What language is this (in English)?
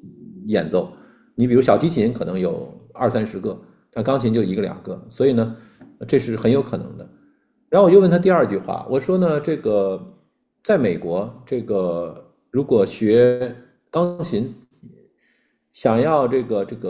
Chinese